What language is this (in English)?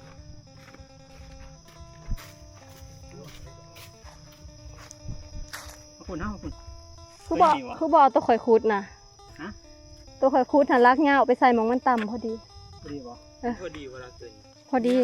Northeastern Thai